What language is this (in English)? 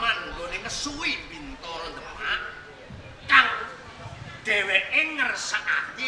Javanese